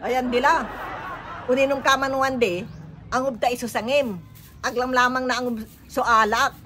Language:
Pangasinan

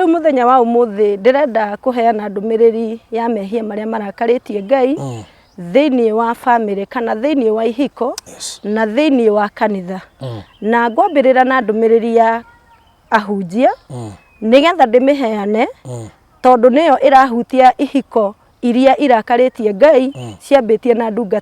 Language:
Kikuyu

